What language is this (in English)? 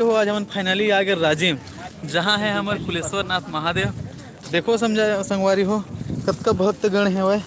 Chhattisgarhi